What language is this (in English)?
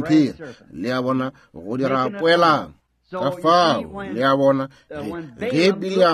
Northern Sotho